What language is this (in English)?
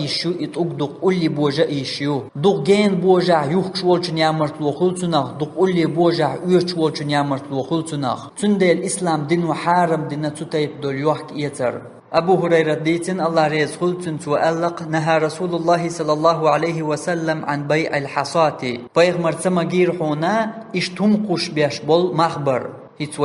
Chechen